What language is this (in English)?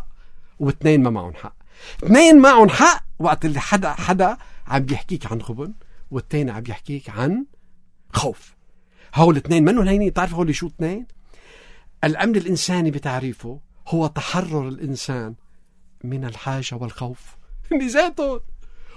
North Levantine Arabic